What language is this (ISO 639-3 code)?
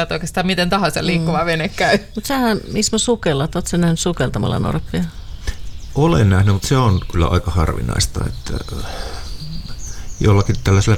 fin